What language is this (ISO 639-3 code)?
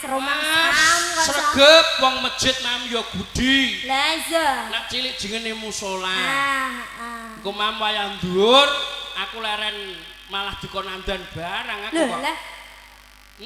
jav